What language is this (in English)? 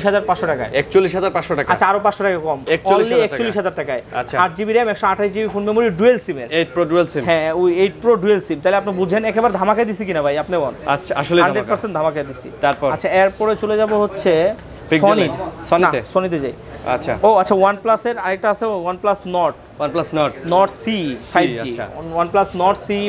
Bangla